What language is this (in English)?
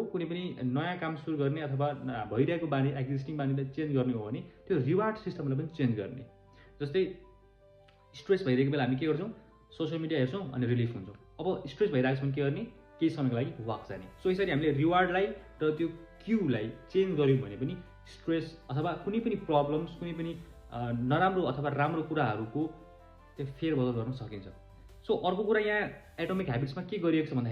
Nepali